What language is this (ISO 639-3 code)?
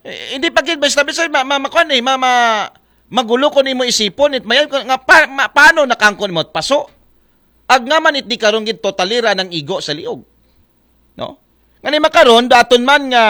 akl